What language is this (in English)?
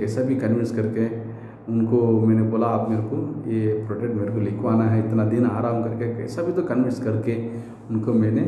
Hindi